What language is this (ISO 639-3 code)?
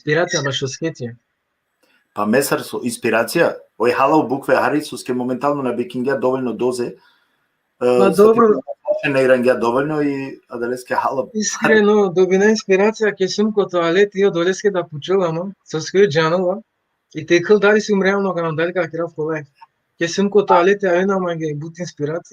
rmn